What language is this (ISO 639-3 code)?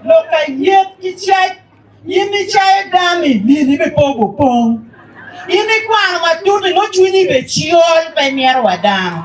ach